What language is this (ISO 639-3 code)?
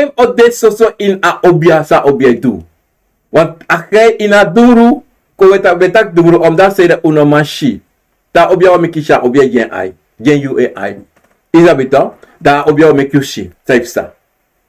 srn